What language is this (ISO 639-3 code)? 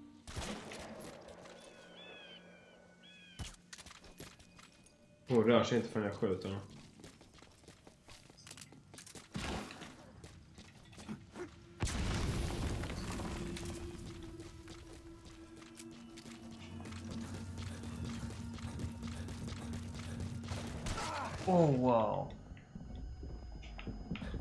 swe